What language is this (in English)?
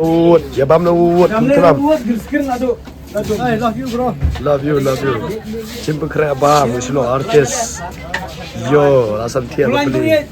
Khasi